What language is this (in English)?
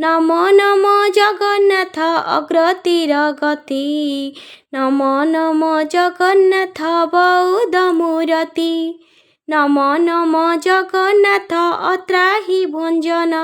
Odia